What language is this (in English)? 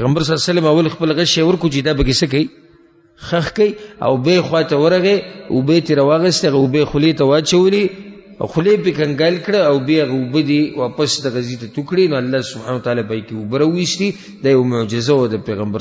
Pashto